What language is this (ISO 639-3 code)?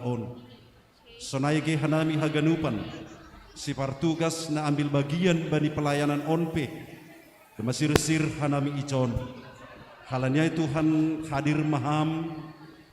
bts